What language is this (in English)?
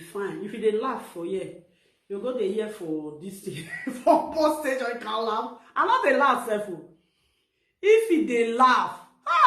Nigerian Pidgin